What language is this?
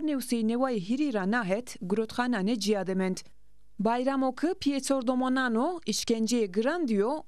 Zaza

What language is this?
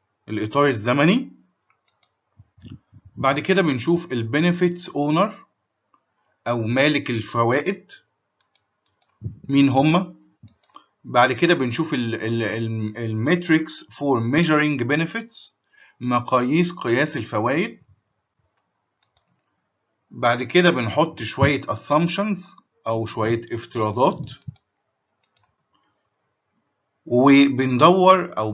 Egyptian Arabic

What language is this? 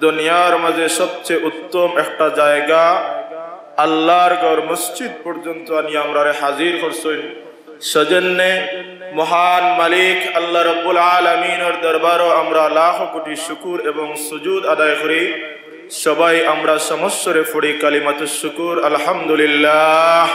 Sylheti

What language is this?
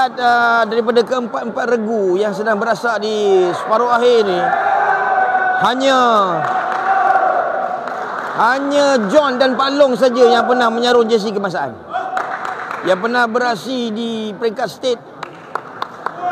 Malay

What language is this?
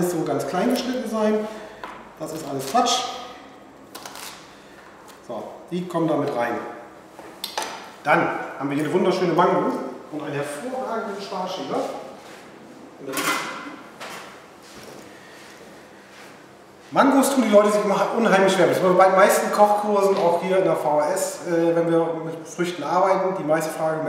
German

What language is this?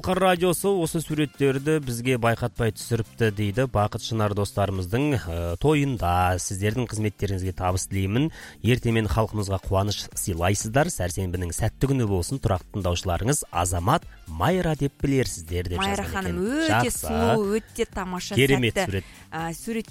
Kazakh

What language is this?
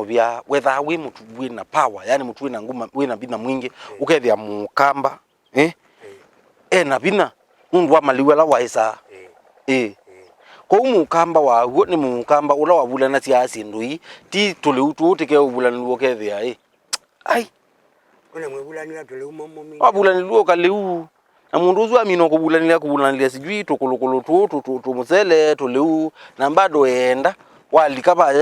Kamba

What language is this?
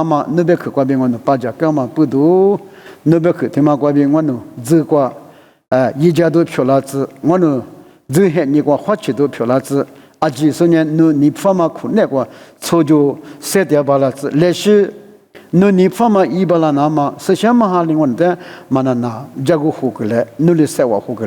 Lisu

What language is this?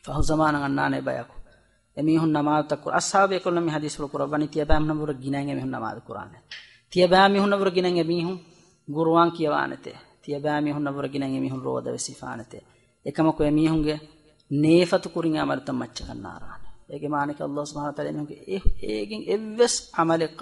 Divehi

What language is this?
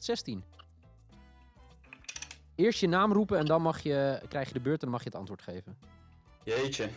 Dutch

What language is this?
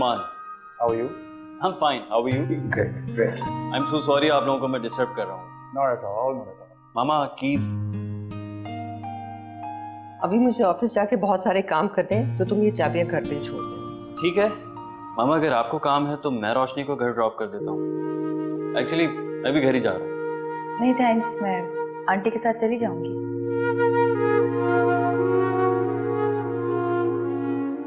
Hindi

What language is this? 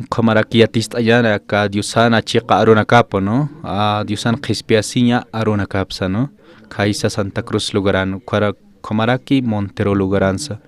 Aymara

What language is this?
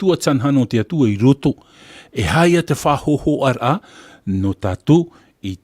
Tahitian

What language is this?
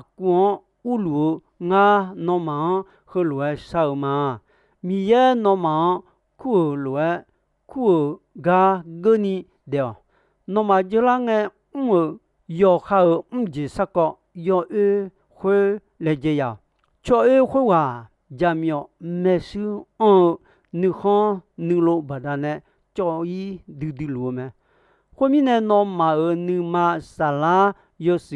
Akha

